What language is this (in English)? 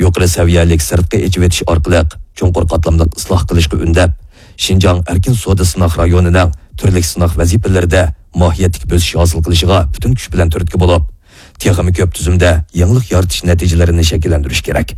Uyghur